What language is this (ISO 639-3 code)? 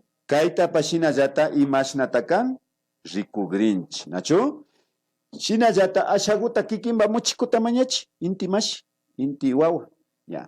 qvi